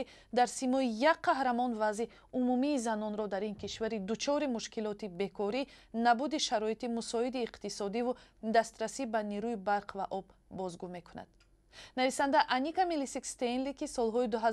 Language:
Tajik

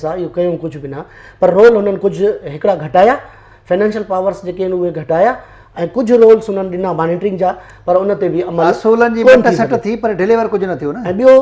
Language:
Sindhi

